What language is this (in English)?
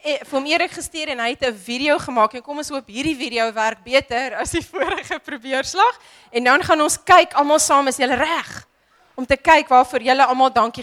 Afrikaans